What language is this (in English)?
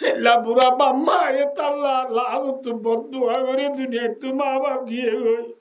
Rohingya